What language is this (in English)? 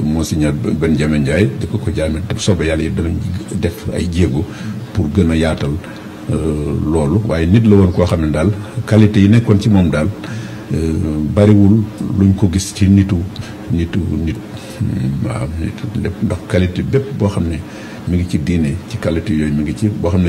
Wolof